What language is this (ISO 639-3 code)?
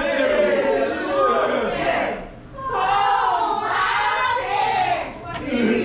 por